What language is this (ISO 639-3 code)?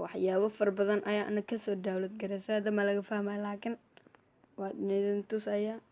som